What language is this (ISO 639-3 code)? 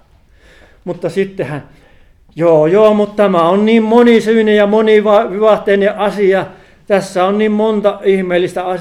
fin